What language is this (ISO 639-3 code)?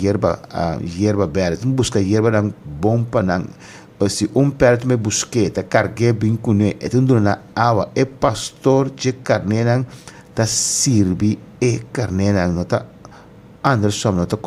pap